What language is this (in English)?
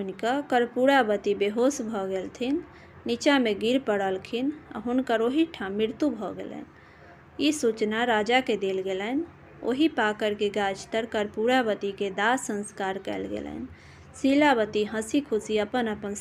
Maithili